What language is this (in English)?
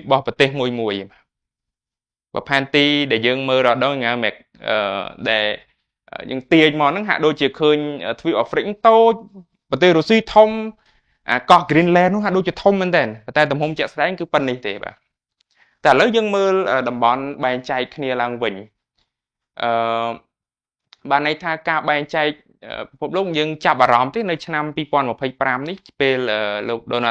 Khmer